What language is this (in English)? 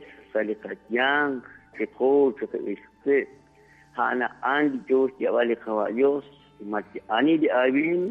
Kekchí